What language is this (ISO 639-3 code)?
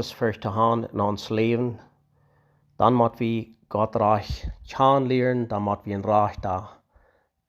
pdt